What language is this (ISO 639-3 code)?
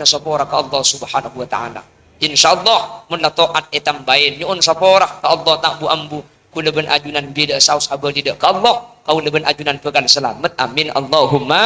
mad